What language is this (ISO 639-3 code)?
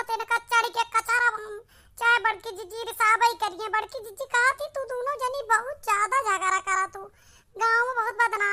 awa